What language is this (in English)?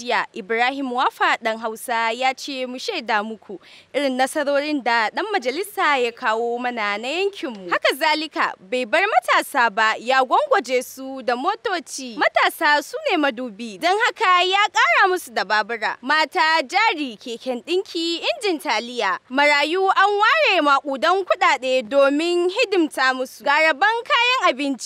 Hausa